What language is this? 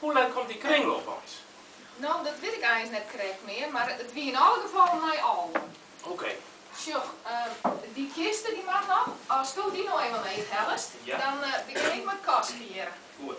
Western Frisian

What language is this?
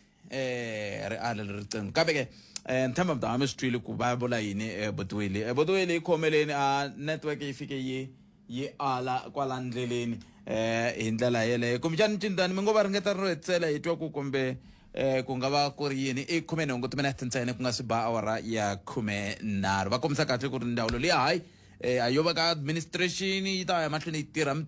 Tsonga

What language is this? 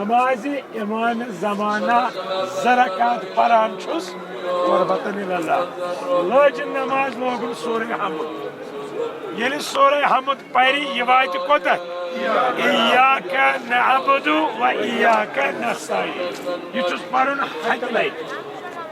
Kashmiri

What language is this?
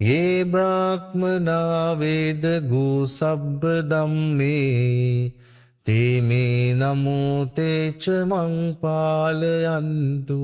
Pali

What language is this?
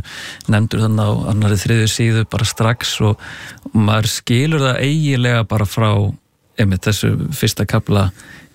Icelandic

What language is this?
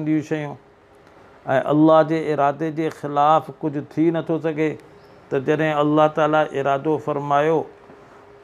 Sindhi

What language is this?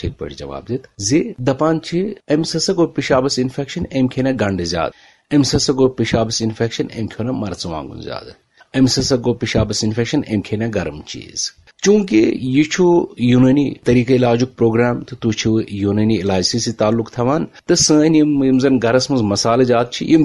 Kashmiri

